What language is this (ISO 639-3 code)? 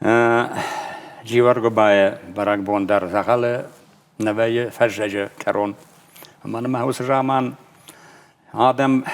oss